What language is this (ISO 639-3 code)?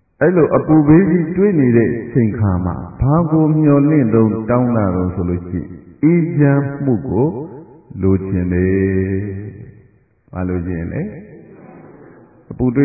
mya